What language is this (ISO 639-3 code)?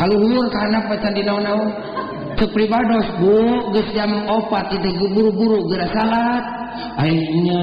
sun